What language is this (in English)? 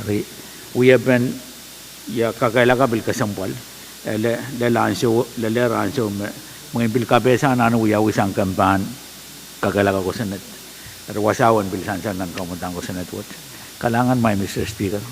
Pohnpeian